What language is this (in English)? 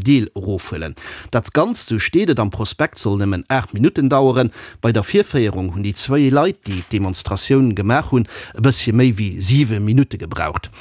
Luxembourgish